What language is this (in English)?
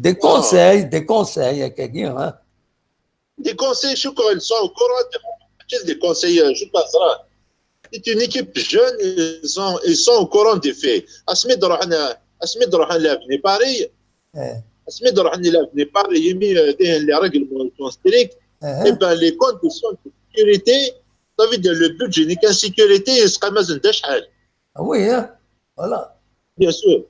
Kabyle